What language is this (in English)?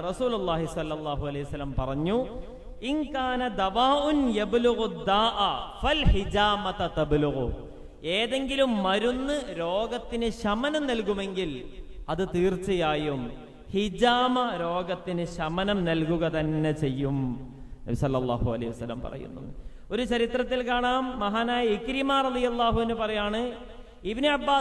Malayalam